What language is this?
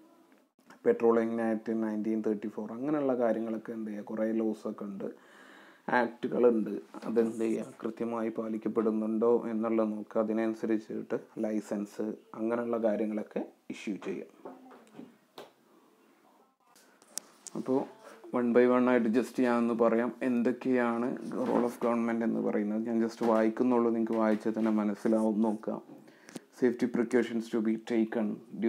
Malayalam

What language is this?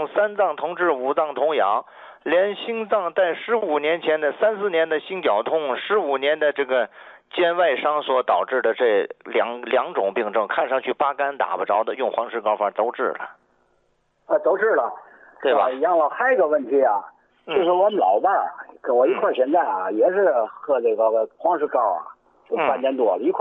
Chinese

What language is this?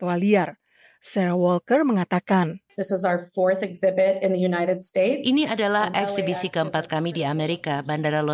Indonesian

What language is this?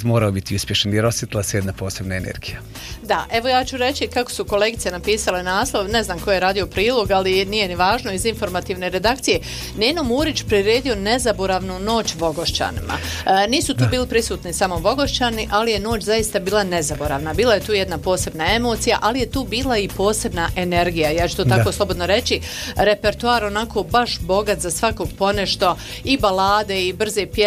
Bosnian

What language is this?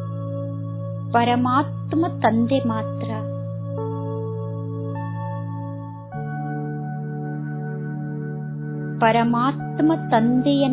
Kannada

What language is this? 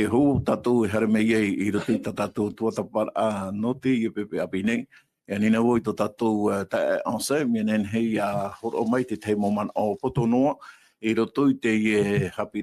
Tahitian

